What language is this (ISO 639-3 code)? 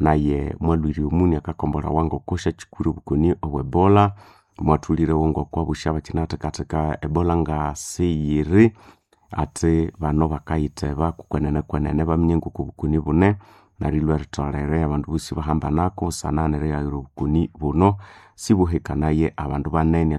nnb